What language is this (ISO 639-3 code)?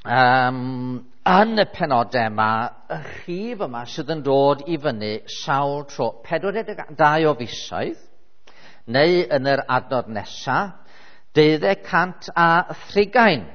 cym